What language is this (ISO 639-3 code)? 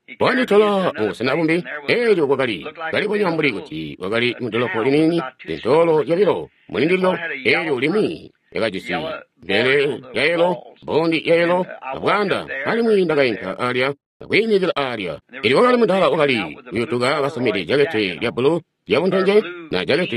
toi